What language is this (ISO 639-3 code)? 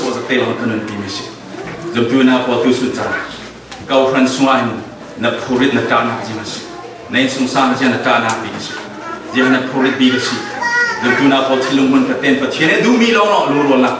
cfm